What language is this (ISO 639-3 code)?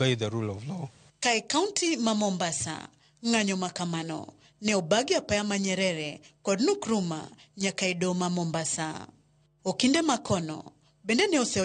luo